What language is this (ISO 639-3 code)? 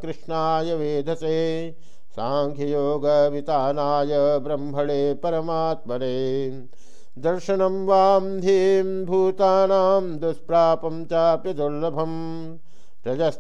san